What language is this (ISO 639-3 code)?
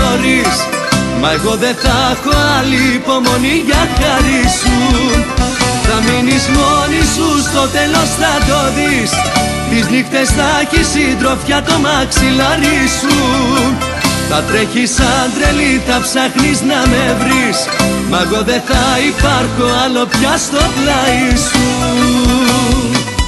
ell